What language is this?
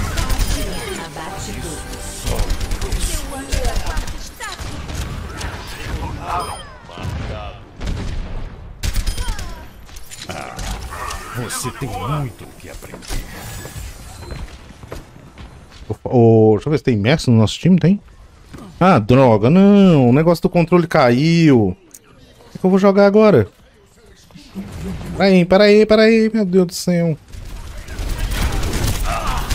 Portuguese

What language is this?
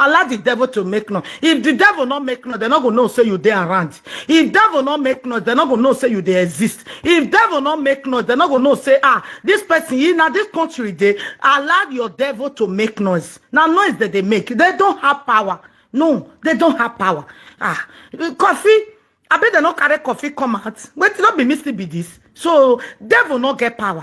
Nigerian Pidgin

